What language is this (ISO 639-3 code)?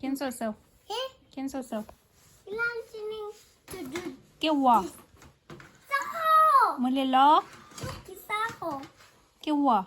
tsn